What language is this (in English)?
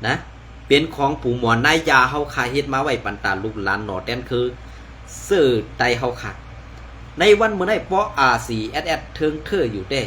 Shan